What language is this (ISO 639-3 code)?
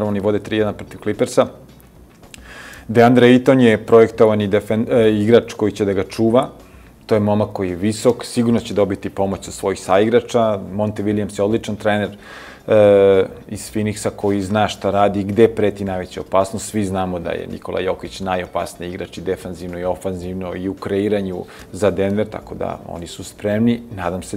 srp